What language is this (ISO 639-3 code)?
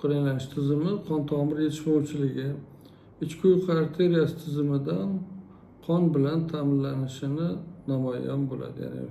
uzb